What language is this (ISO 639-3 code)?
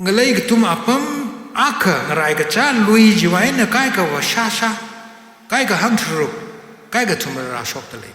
nmf